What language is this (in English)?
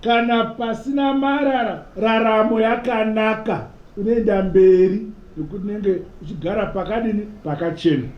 Shona